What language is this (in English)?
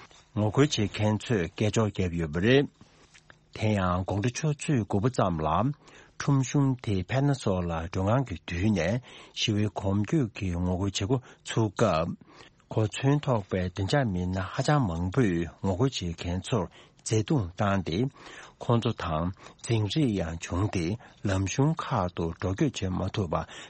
Tibetan